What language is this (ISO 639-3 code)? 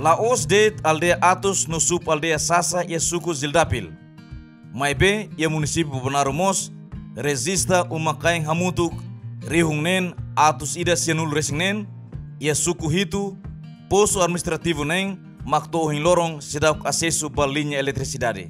tet